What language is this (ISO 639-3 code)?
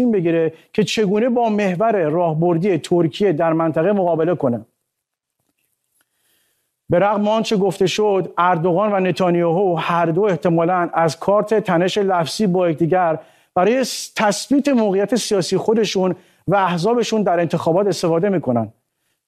fas